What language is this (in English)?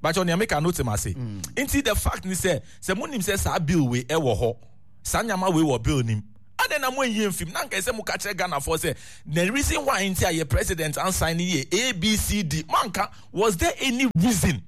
Akan